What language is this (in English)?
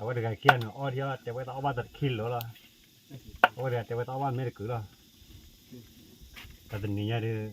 S'gaw Karen